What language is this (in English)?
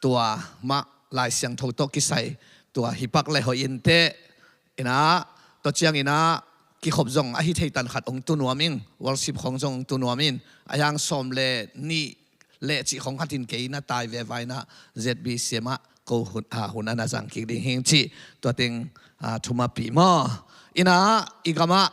Tedim Chin